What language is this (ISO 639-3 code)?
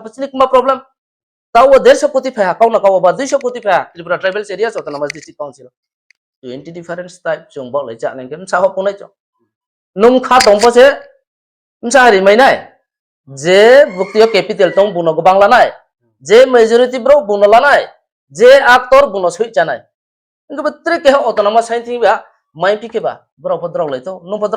ria